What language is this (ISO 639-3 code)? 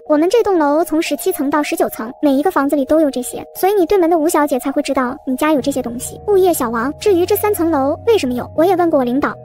zho